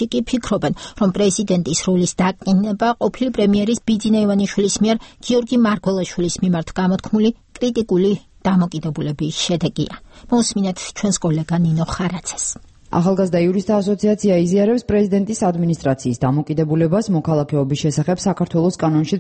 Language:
Georgian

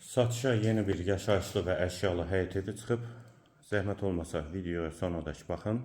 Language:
Azerbaijani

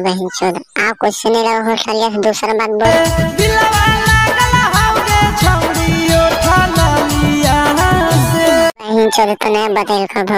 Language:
Magahi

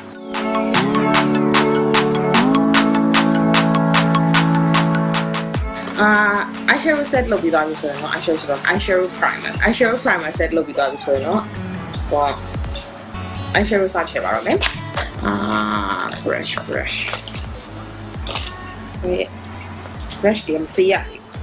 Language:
Burmese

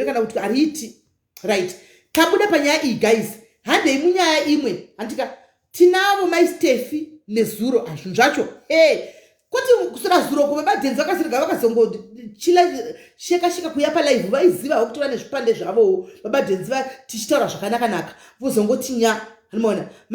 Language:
Shona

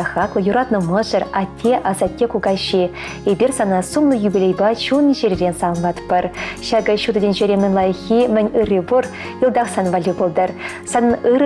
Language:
Chuvash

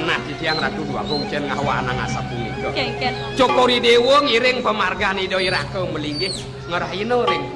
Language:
Balinese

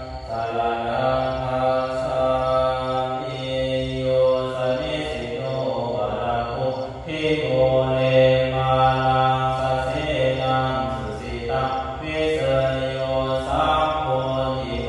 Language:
Pali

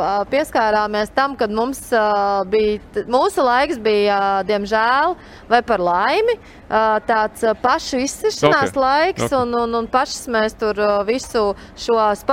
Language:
Latvian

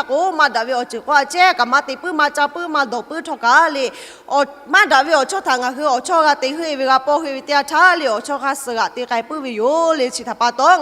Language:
Lahu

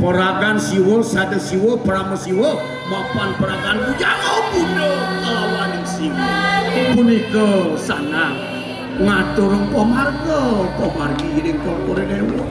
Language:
Balinese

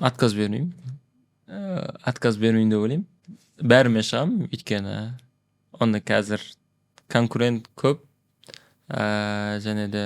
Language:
Kazakh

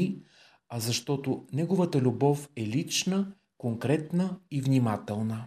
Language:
Bulgarian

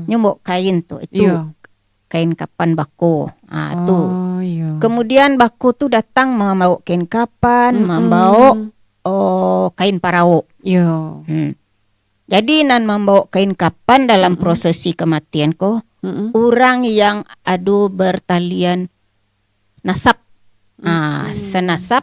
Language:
Minangkabau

